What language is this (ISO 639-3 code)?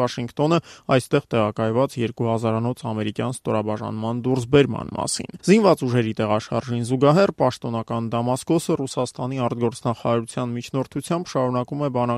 hye